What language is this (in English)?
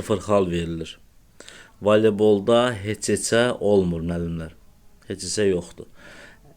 Azerbaijani